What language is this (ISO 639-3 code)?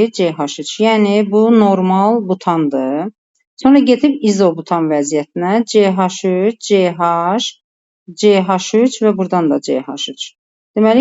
aze